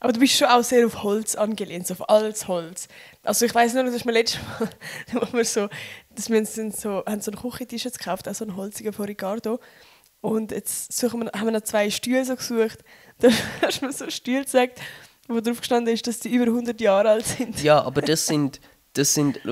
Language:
Swiss German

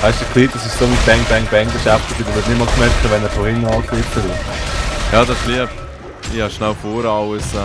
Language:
Swiss German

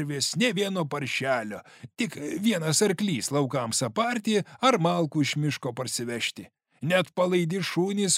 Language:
Lithuanian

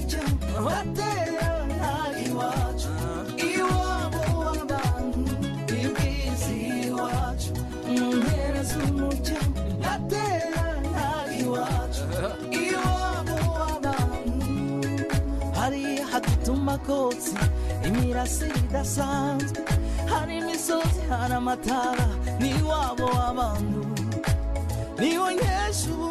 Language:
Kinyarwanda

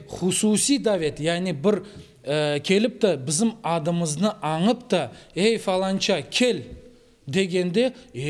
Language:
Crimean Tatar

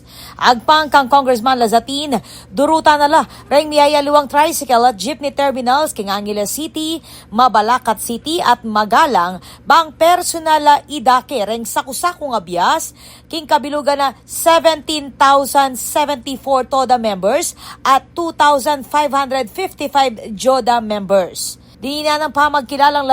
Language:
Pampanga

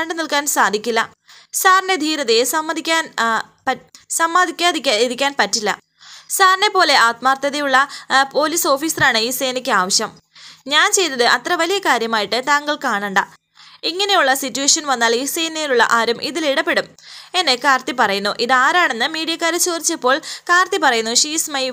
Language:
Malayalam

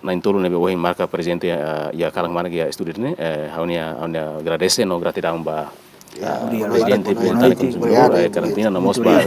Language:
Tetum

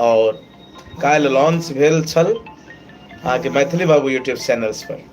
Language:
Maithili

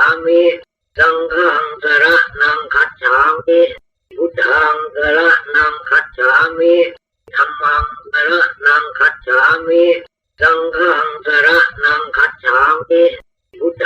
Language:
Pali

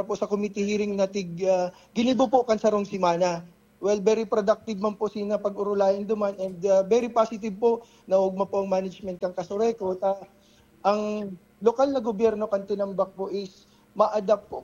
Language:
Bikol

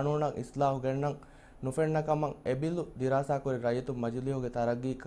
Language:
Divehi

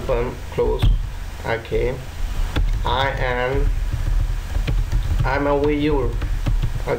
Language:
Burmese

